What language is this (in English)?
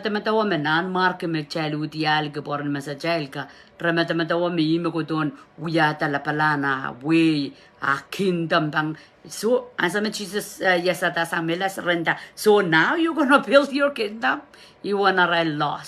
Pohnpeian